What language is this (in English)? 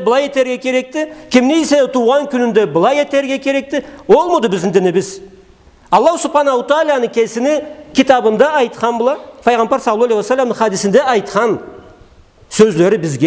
Karachay-Balkar